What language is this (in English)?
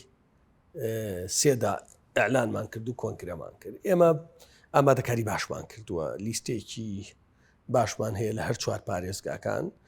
Central Kurdish